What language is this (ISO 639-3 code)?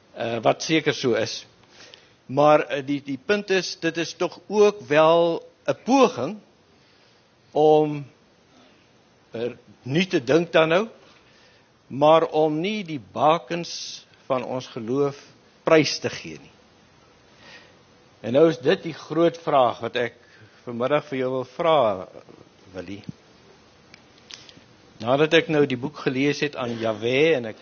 afr